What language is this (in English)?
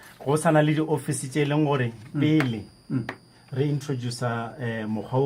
Northern Sotho